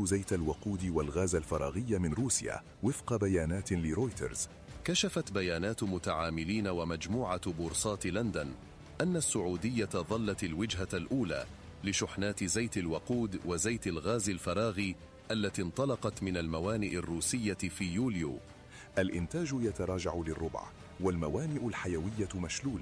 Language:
Arabic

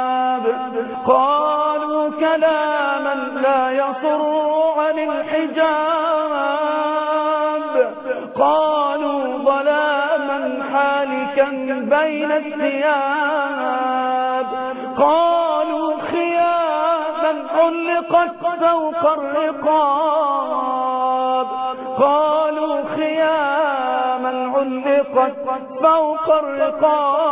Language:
Arabic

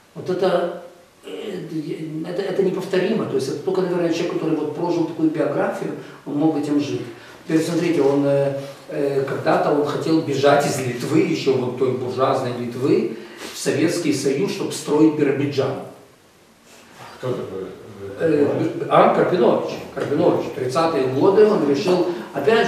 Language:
Russian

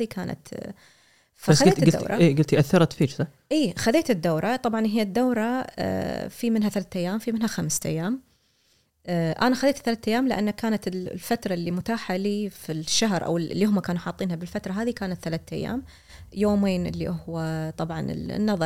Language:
Gulf Arabic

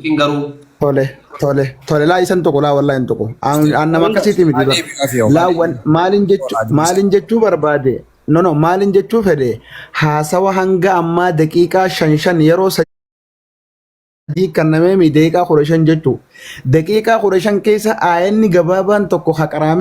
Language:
Oromo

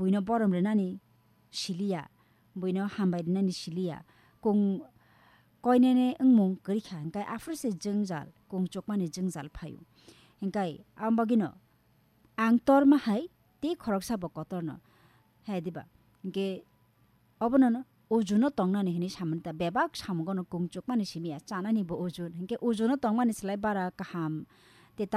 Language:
Kok Borok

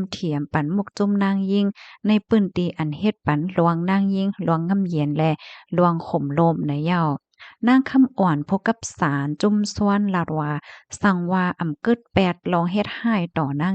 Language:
Shan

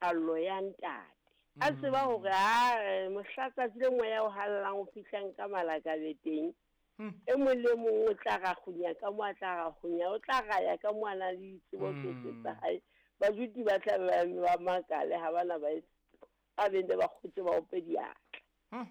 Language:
Southern Sotho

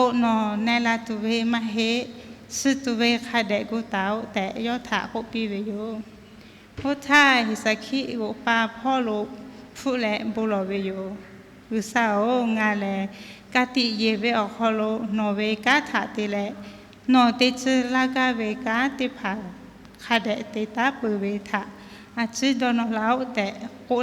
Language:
Lahu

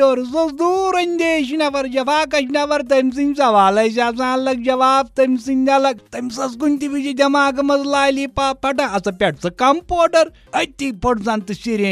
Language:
Kashmiri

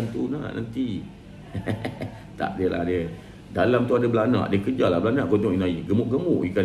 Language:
Malay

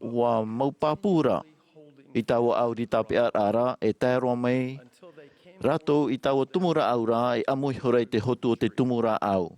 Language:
Tahitian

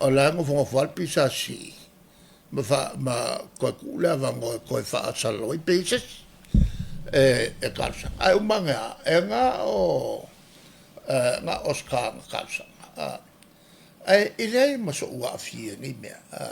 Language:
Samoan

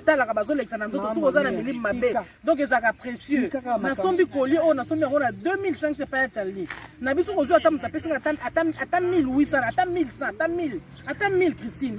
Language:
Lingala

